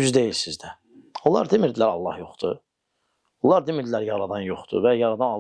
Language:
Azerbaijani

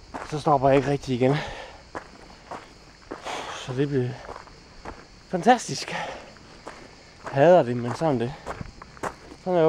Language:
Danish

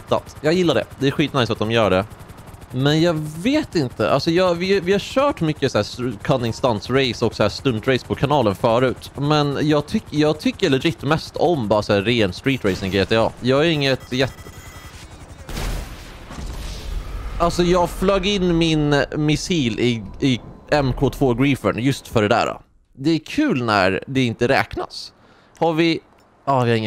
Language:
Swedish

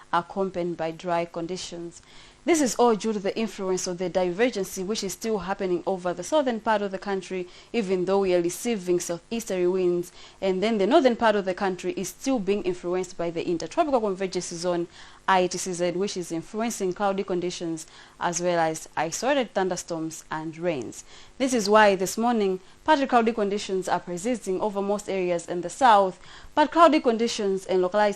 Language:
English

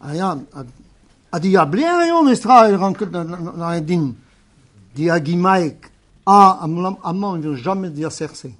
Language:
Breton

